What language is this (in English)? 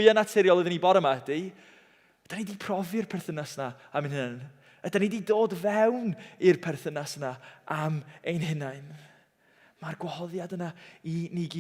Welsh